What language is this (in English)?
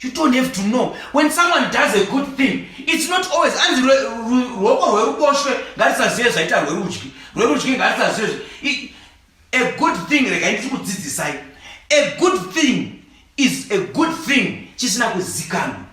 Shona